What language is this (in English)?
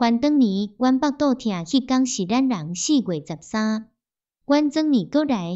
Min Nan Chinese